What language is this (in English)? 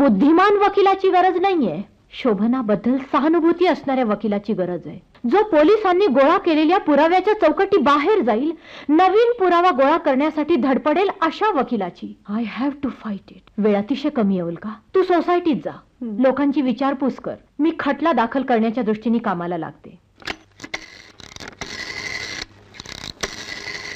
Marathi